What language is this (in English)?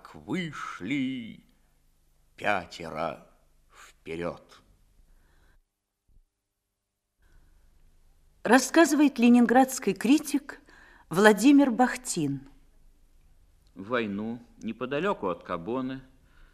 Russian